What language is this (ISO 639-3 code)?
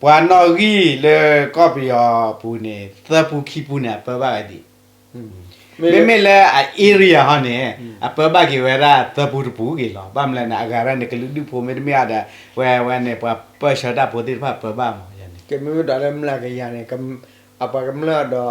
ksw